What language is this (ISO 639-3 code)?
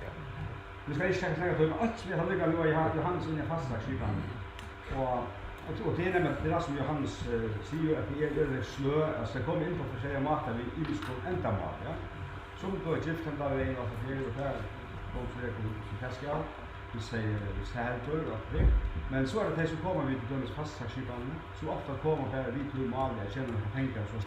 fao